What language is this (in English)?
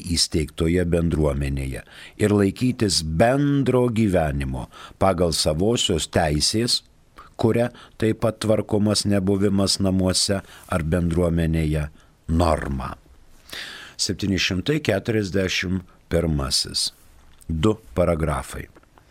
Lithuanian